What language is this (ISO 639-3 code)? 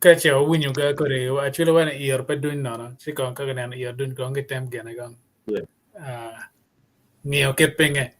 ach